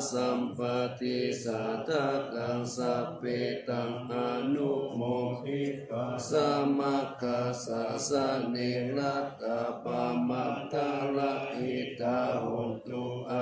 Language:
Pali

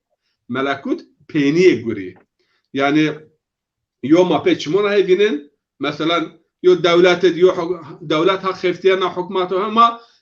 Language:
Zaza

